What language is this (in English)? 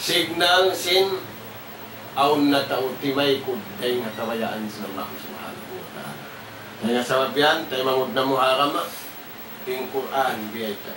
Tausug